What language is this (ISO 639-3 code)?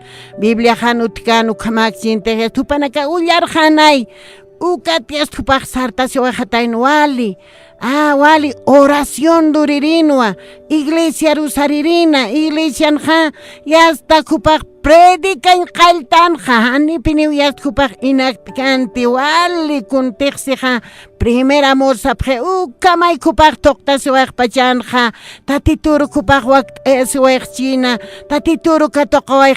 aym